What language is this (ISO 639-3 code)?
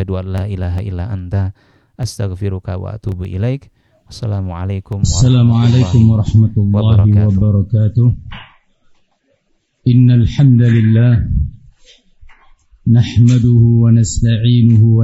ind